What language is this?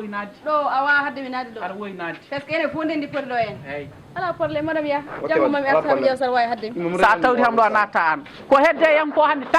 Fula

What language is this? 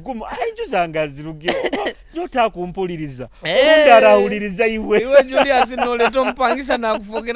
Nyoro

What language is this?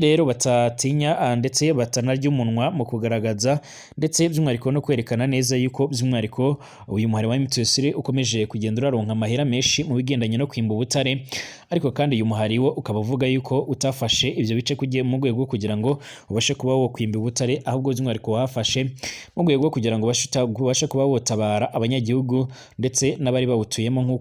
Rundi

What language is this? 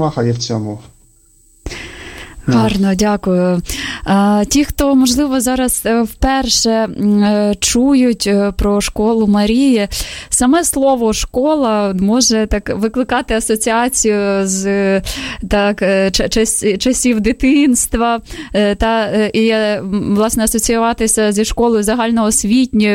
Ukrainian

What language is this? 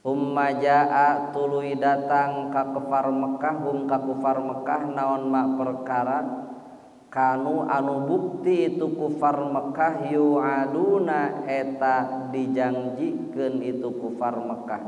Sundanese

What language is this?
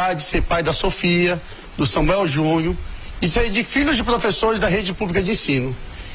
Portuguese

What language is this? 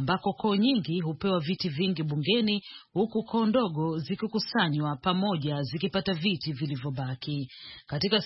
Swahili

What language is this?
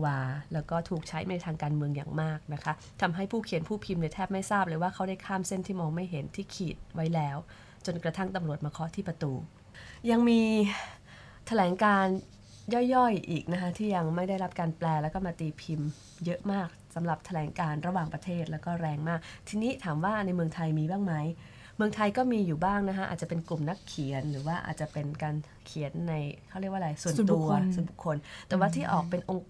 Thai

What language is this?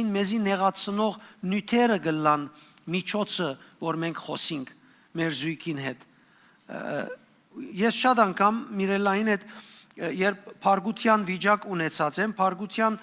Western Armenian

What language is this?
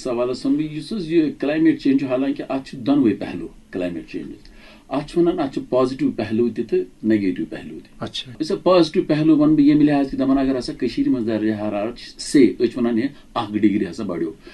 Kashmiri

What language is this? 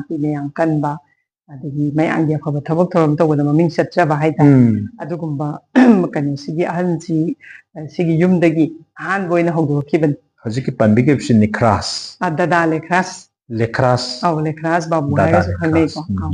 Manipuri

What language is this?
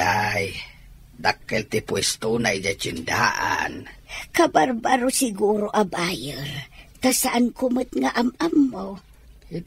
Iloko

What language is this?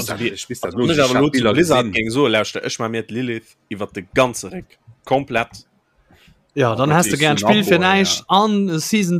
Luxembourgish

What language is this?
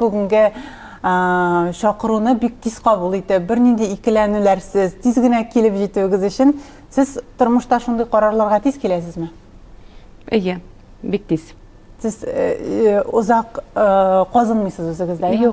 Tatar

